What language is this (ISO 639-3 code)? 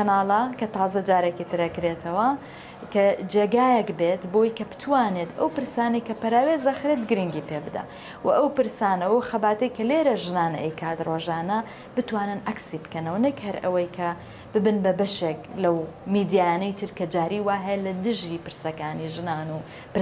ckb